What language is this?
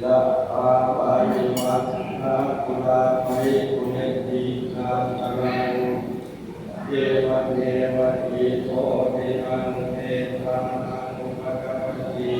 Pali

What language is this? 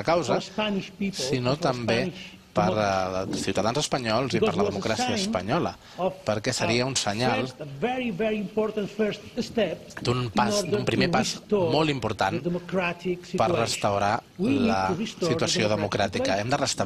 Catalan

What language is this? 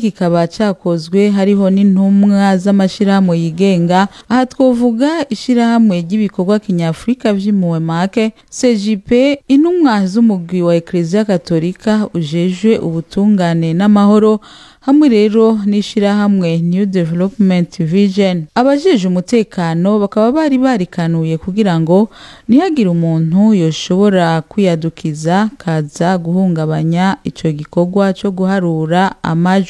Rundi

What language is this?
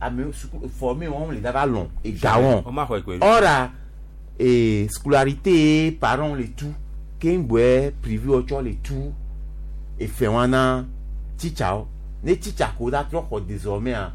Gen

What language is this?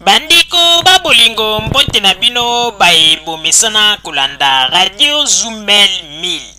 Lingala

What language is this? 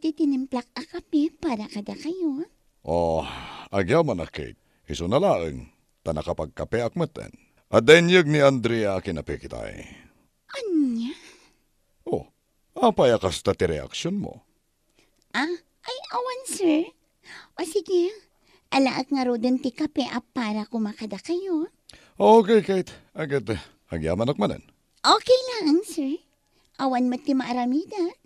Iloko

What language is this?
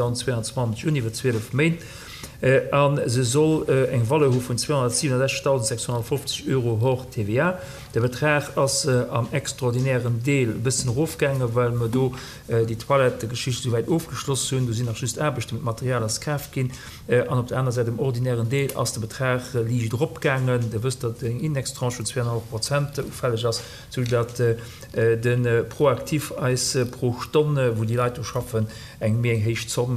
Luxembourgish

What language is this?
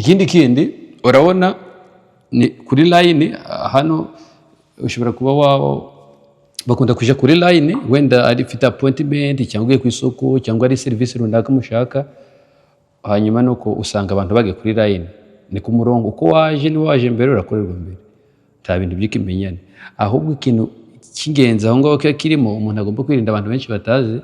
Kinyarwanda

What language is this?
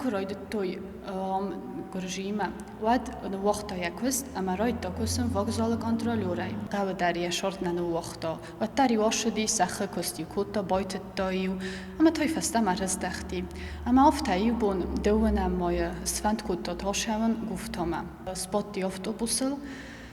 Ossetic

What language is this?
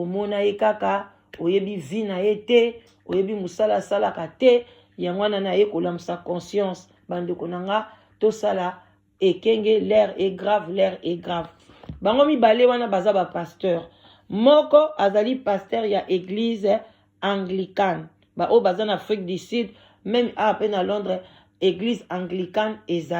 Lingala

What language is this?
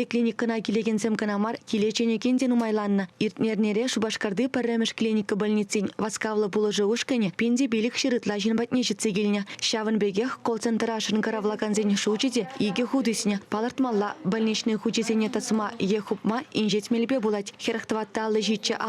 Chuvash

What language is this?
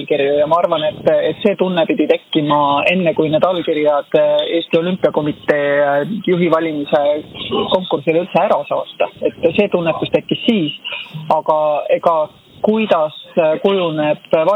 Estonian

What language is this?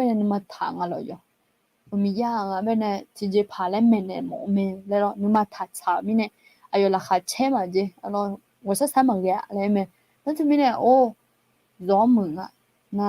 Akha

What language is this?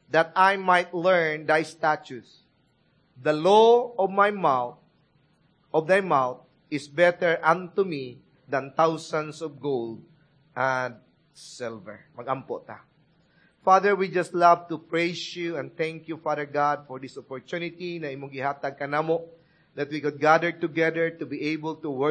Cebuano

